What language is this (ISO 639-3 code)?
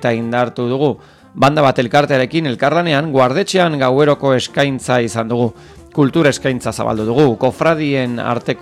eus